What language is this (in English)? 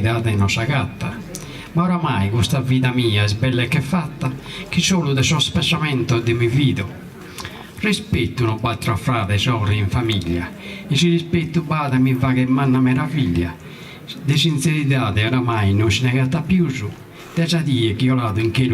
Sardinian